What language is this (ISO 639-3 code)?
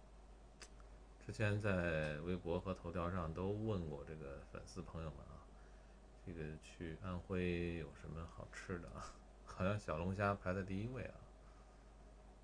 zho